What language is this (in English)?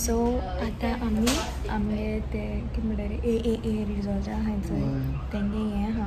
Konkani